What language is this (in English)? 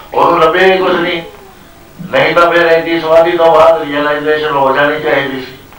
Punjabi